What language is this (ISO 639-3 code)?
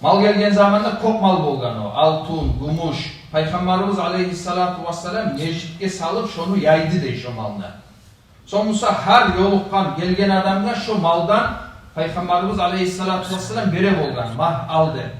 kum